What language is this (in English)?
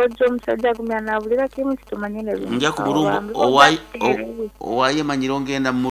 Nyankole